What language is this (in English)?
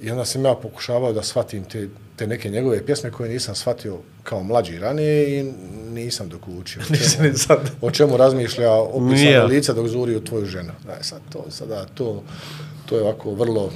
Bosnian